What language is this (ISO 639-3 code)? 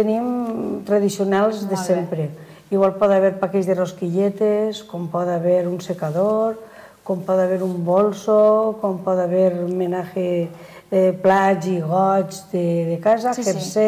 cat